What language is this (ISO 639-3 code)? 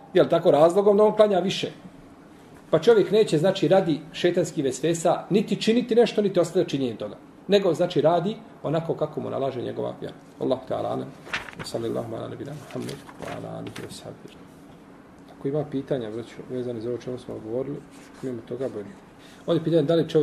bos